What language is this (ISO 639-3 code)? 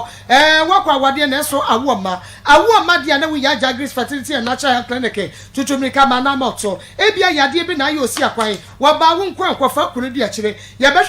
aka